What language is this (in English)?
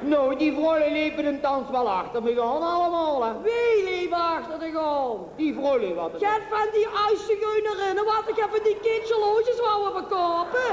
Limburgish